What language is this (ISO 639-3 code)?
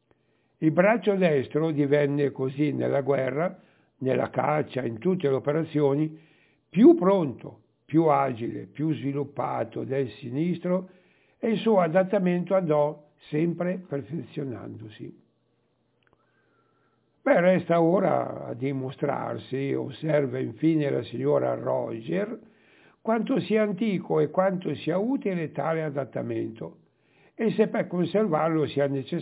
ita